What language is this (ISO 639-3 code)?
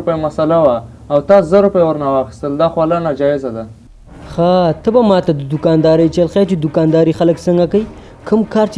pus